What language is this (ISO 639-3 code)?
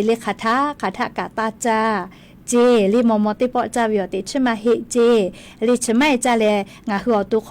lhu